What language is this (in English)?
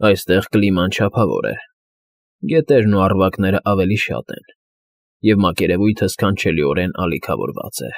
Armenian